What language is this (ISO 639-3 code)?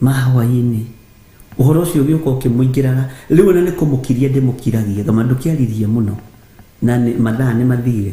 kik